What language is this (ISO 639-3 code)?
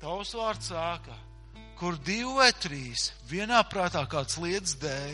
lav